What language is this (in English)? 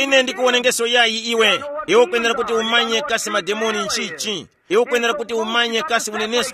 Tumbuka